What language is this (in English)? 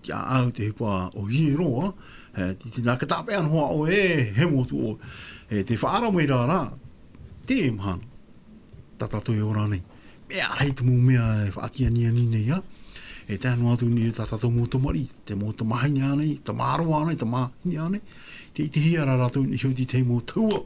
Tahitian